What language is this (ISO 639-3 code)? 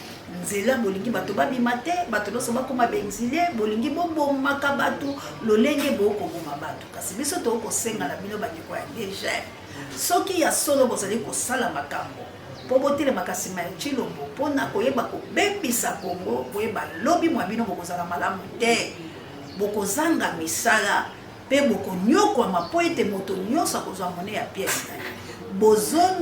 lin